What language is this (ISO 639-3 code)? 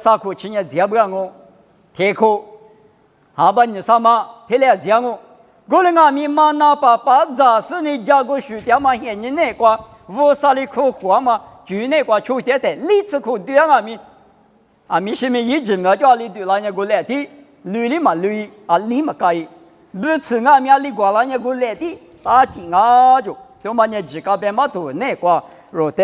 lis